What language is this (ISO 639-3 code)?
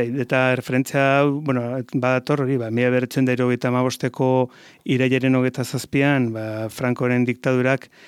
eus